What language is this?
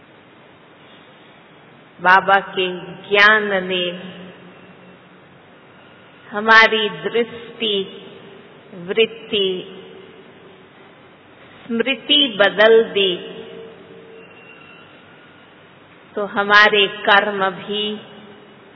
Hindi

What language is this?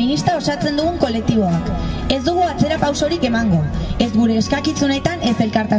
Basque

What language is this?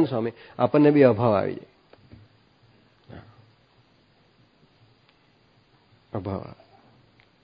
Gujarati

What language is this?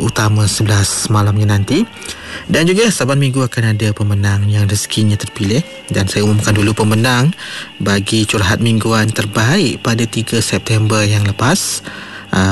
Malay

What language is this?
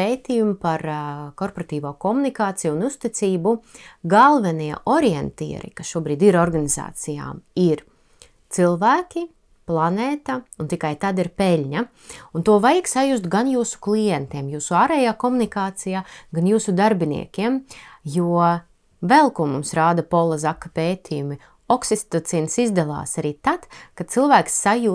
Latvian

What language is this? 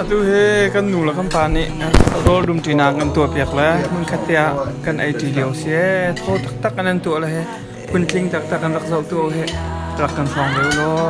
Hakha Chin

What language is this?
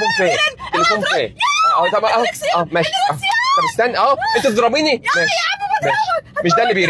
Egyptian Arabic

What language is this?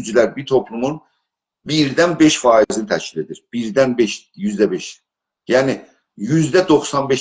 South Azerbaijani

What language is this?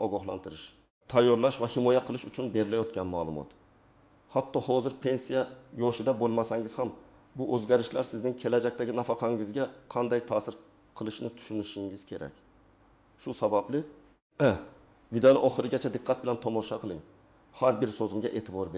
Uzbek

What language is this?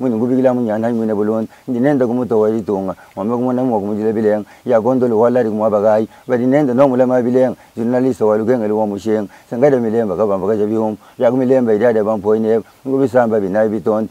Luba-Lulua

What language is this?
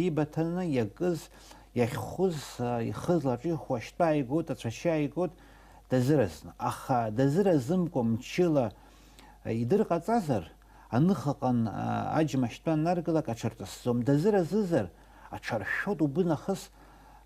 Abkhazian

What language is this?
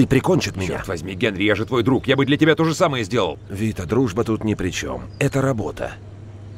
Russian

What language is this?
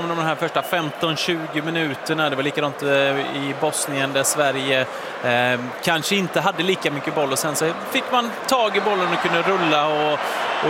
Swedish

